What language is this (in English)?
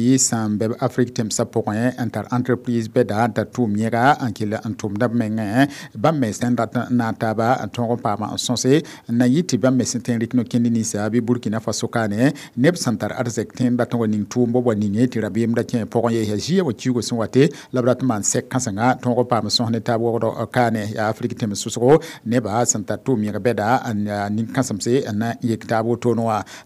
Mossi